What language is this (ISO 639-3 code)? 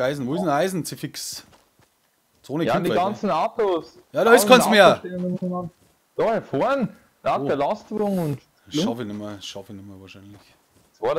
bar